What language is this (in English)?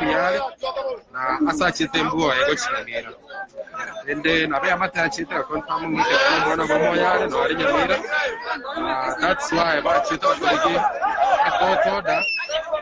Gusii